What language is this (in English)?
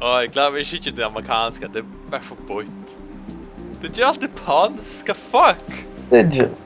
Faroese